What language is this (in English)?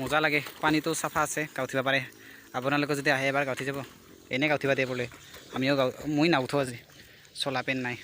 Assamese